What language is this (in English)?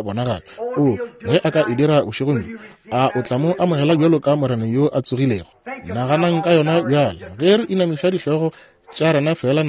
Northern Sotho